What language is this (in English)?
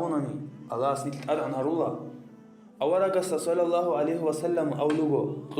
Avaric